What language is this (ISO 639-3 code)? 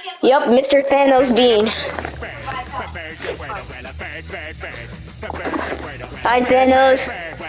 eng